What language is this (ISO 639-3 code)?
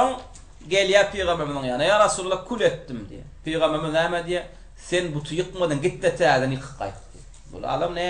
tuk